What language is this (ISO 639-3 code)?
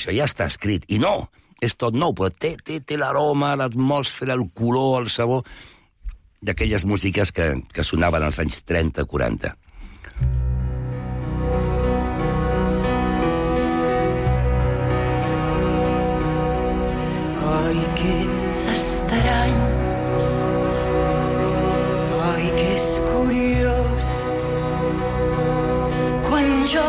cat